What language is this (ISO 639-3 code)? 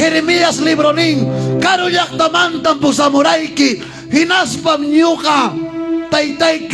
quy